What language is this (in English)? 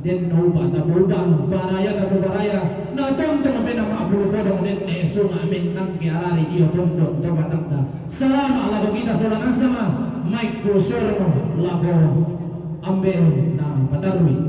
Toraja-Sa'dan